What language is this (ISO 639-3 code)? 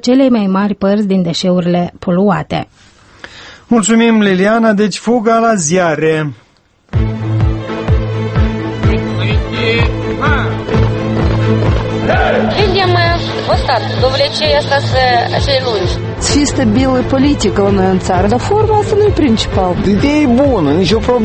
ron